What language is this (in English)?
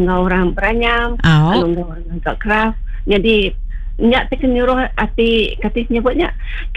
Iban